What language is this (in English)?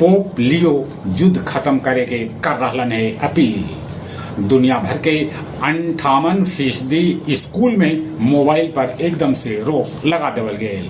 Magahi